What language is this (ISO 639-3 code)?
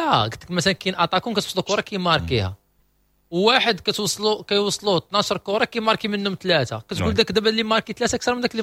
ary